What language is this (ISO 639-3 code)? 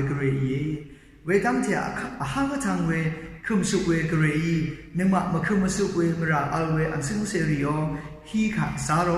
raw